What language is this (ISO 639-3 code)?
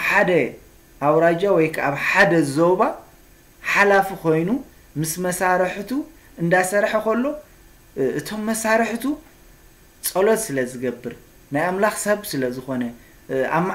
tir